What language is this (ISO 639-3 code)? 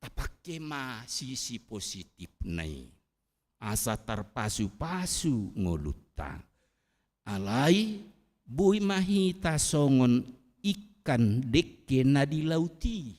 bbc